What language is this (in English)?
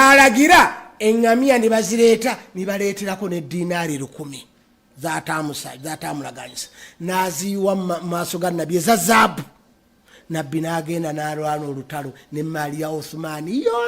Ganda